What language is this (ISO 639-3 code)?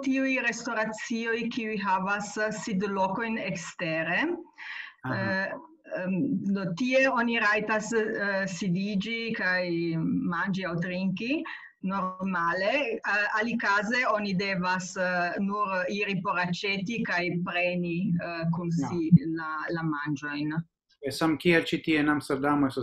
epo